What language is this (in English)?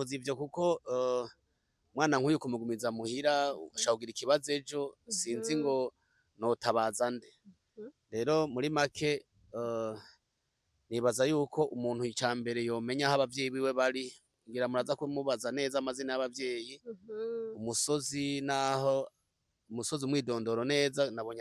Rundi